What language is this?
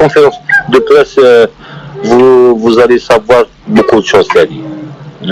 Algerian Arabic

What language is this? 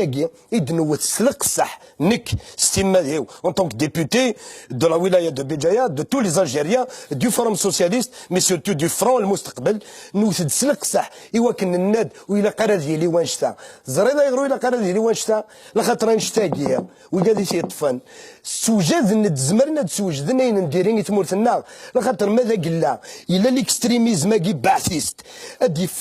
Kabyle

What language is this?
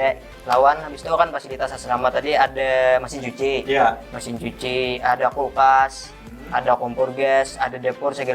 Banjar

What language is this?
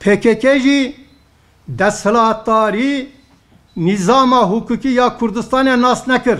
Kurdish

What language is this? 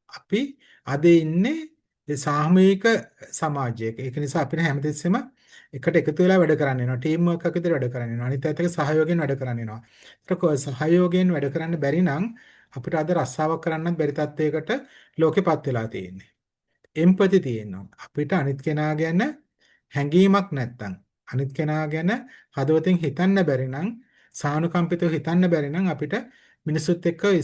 Sinhala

